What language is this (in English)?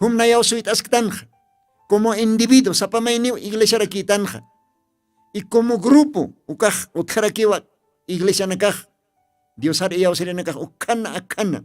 Aymara